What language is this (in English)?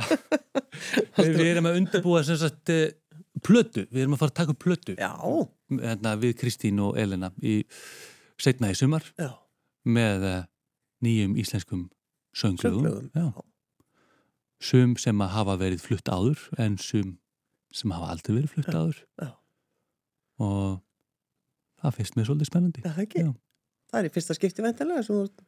Icelandic